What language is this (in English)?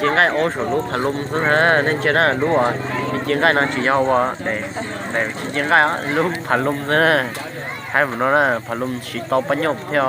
Hmong